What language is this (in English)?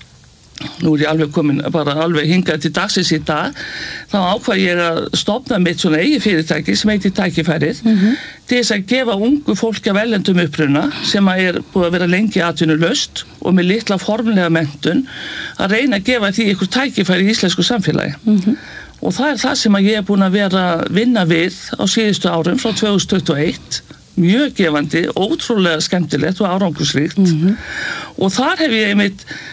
Icelandic